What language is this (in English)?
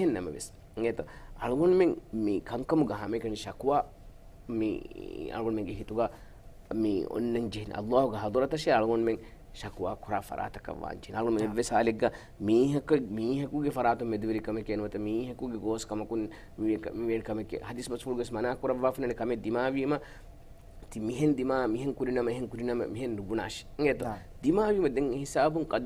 Divehi